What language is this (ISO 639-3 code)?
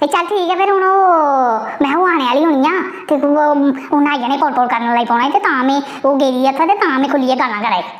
doi